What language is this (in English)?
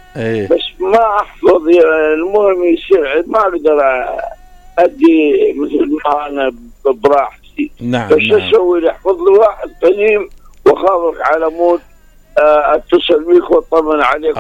Mesopotamian Arabic